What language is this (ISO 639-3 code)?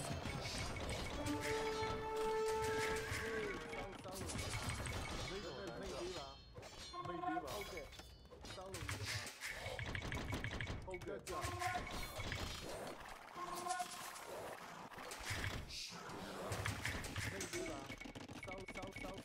mya